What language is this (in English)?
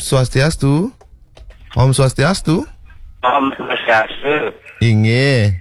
Balinese